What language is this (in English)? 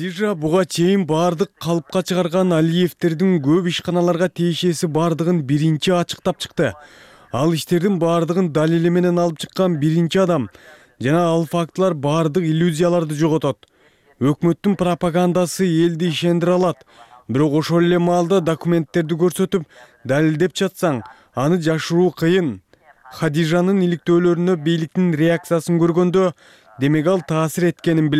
Kyrgyz